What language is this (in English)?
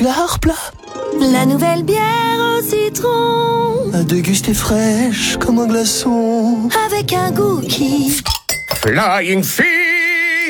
French